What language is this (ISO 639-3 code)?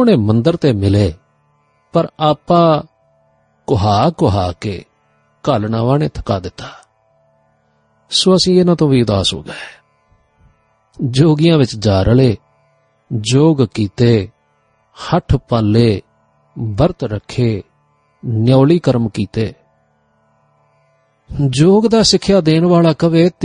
pan